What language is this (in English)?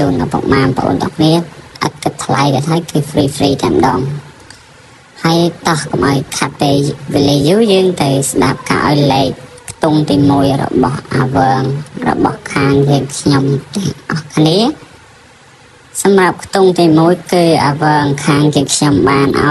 Khmer